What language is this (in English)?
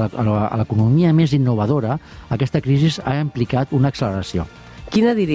Catalan